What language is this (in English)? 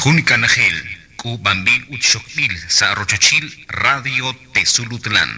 Kekchí